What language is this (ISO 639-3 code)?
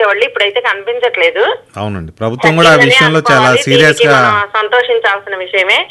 tel